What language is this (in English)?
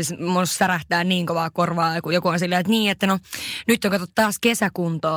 Finnish